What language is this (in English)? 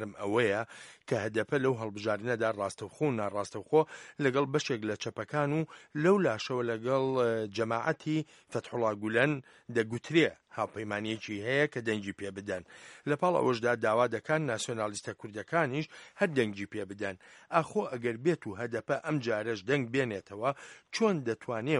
Central Kurdish